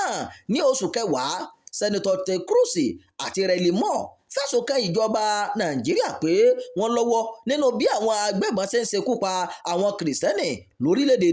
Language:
Yoruba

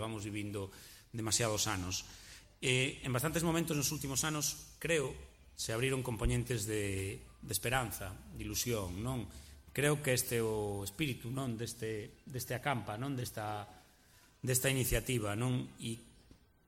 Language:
Galician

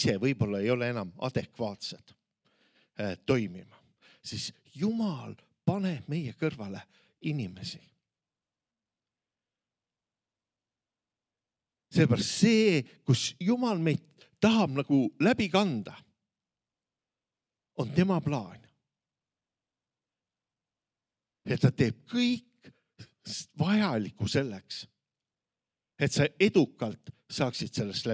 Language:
Estonian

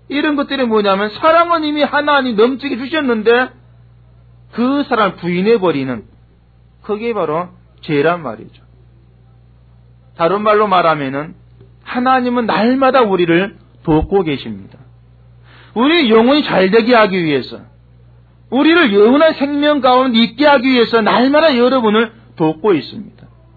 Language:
Korean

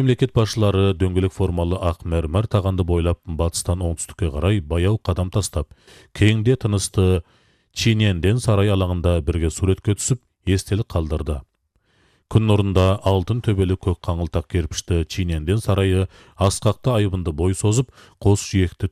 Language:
Kazakh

